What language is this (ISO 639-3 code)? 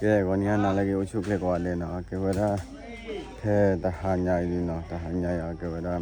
ksw